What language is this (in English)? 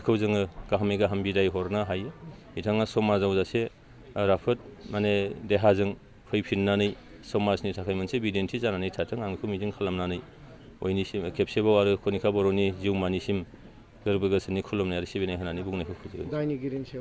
Bodo